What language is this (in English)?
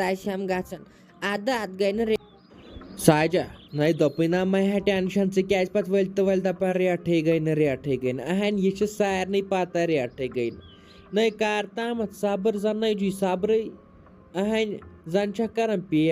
Kashmiri